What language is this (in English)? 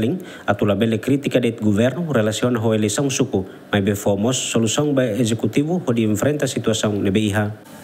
Tetum